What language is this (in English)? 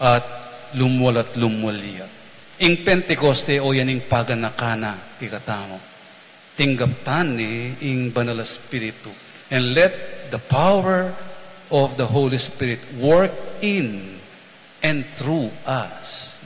Pampanga